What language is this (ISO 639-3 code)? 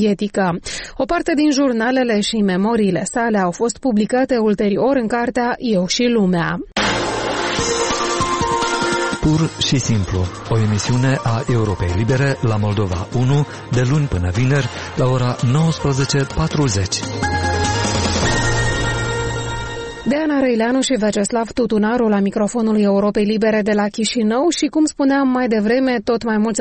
ron